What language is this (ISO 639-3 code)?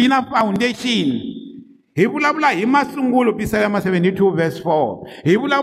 tso